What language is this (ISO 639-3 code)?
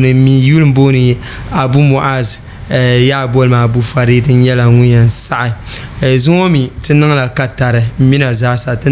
dag